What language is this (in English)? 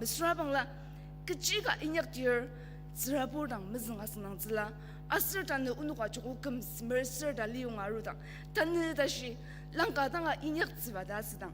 Ao Naga